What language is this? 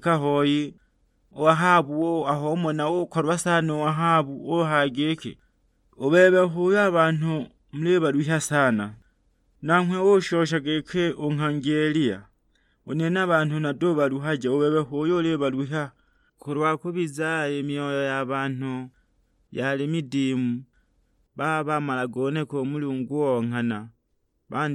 Sukuma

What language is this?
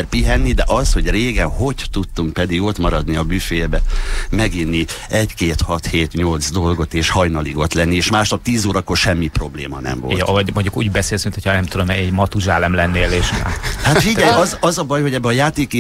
Hungarian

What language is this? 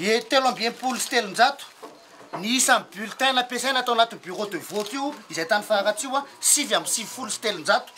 Malagasy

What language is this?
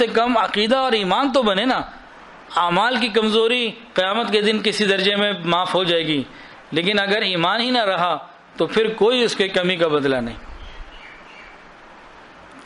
Urdu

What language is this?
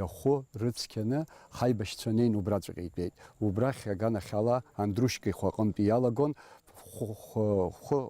Abkhazian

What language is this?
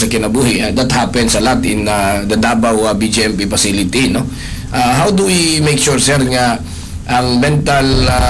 Cebuano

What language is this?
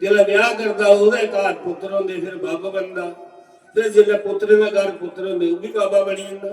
Dogri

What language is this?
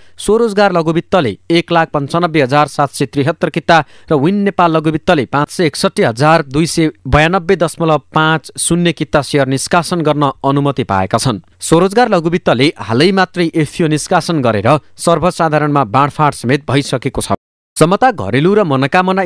Nepali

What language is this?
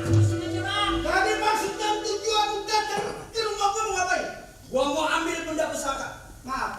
Betawi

